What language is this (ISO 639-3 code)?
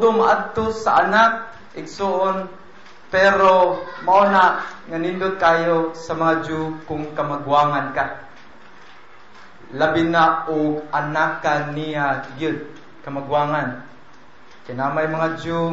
ceb